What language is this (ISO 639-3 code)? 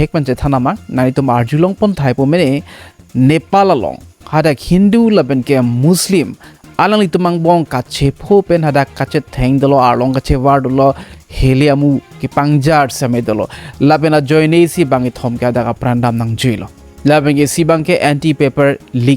mjw